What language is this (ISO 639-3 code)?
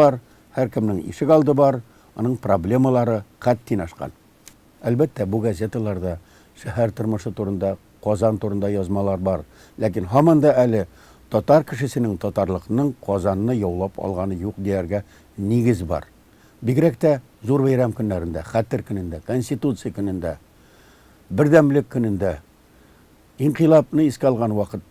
tat